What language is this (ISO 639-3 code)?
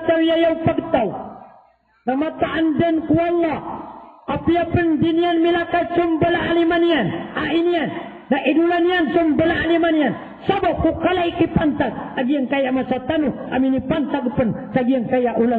mrw